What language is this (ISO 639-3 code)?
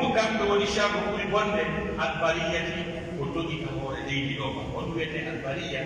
fuf